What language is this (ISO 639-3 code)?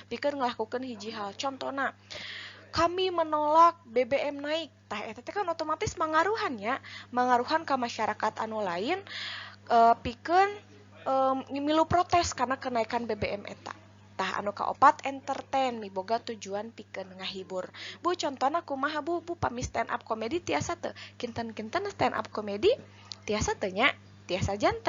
sun